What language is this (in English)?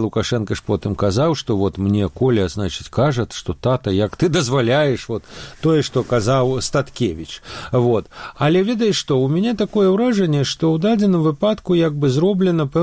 Belarusian